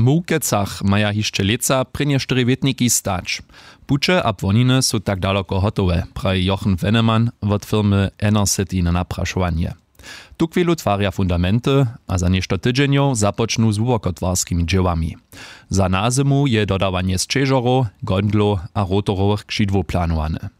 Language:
Upper Sorbian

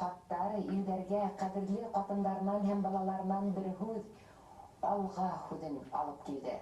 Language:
Bashkir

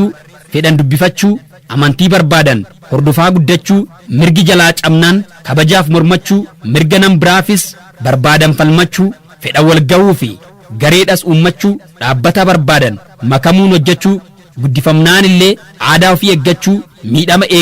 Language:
Oromo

